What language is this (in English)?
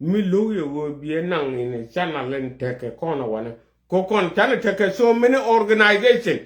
Nuer